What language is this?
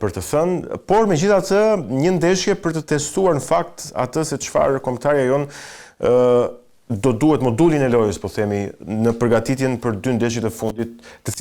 Albanian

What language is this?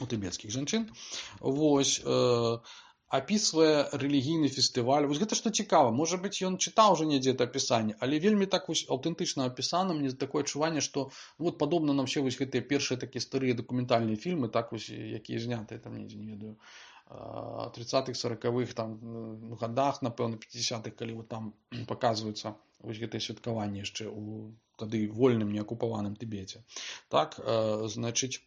Belarusian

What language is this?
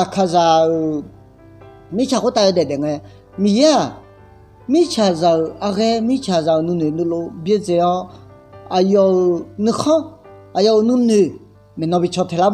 Akha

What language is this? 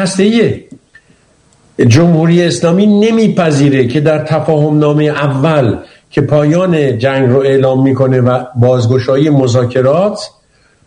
Persian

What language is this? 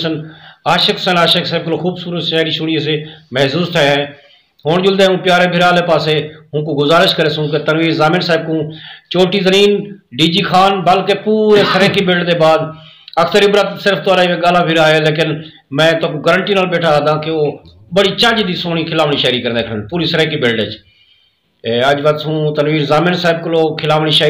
Saraiki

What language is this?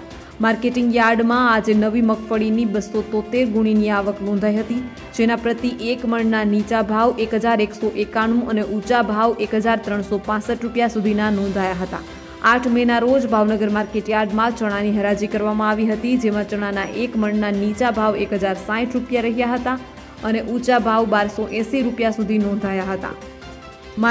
Gujarati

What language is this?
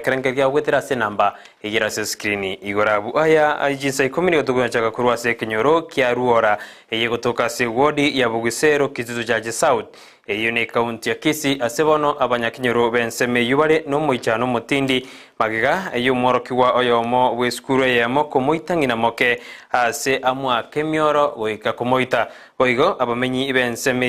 Gusii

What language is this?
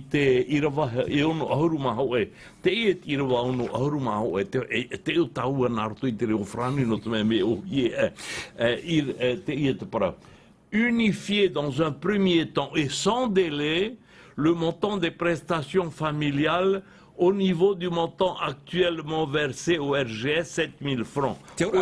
Tahitian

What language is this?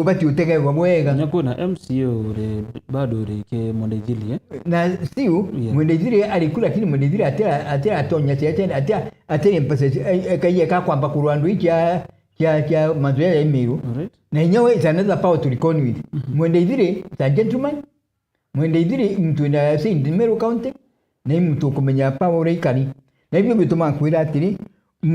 Meru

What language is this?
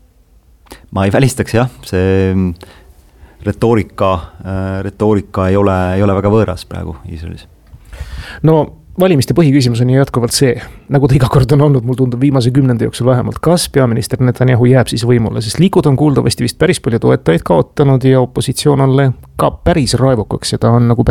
Estonian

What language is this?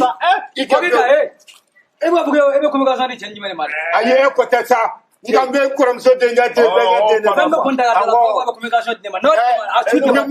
Bambara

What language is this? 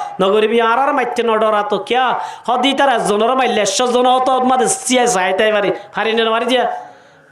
Rohingya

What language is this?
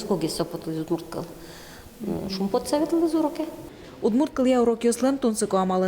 Udmurt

